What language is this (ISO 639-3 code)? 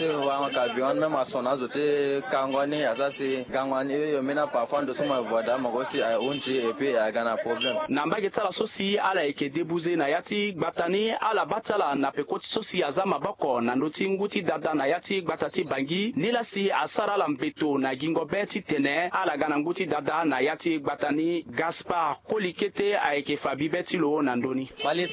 sag